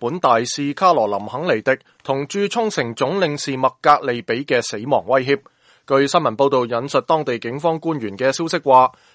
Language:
Cantonese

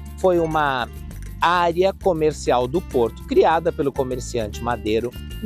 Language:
Portuguese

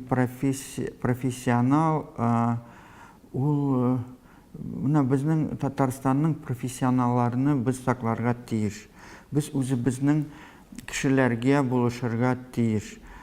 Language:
Tatar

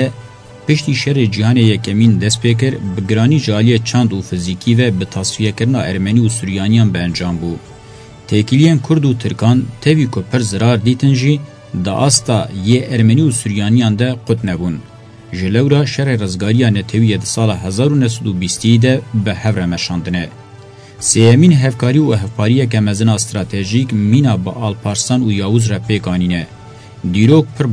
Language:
Kurdish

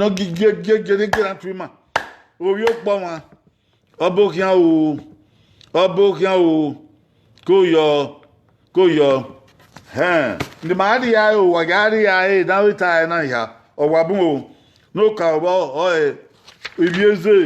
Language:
Bini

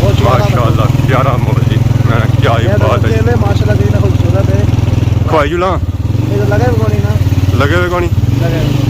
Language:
Pahari-Potwari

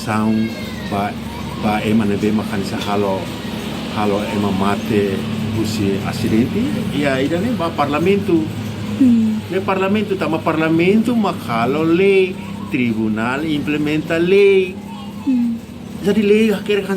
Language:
Tetum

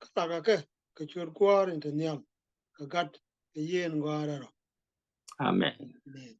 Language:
Nuer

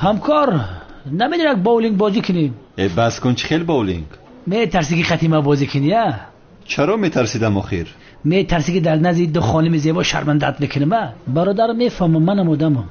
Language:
Tajik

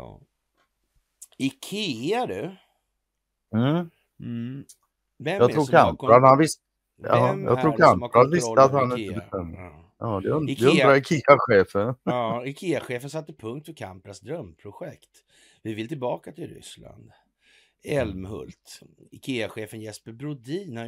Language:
Swedish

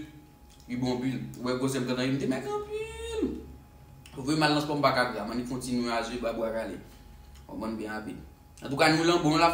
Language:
Haitian Creole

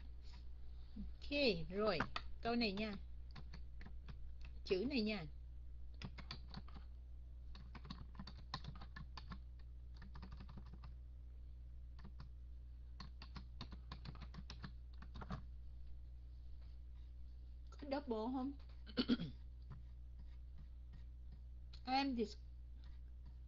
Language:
Vietnamese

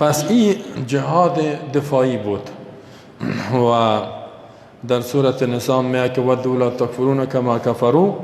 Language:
Persian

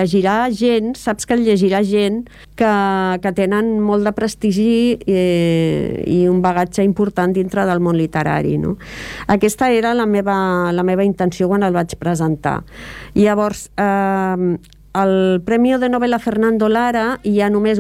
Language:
Catalan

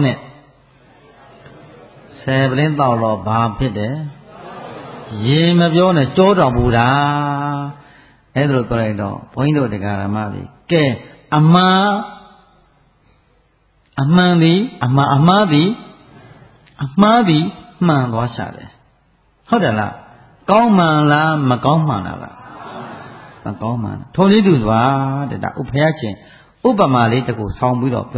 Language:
Burmese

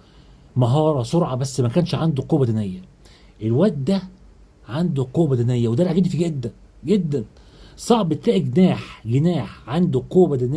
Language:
Egyptian Arabic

